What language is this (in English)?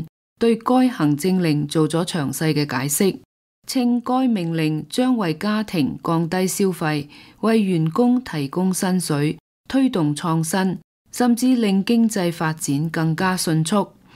Cantonese